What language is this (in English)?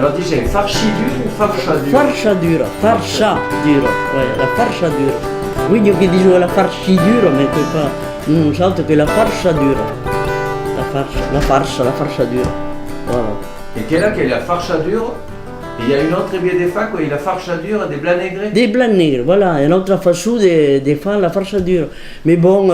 Occitan